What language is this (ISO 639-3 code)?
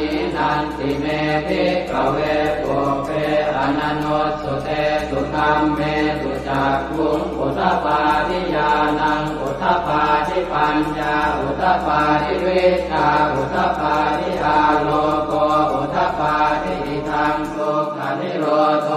pli